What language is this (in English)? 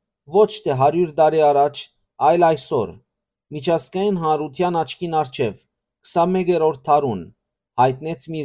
Western Armenian